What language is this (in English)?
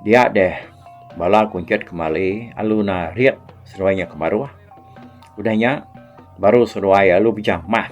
Iban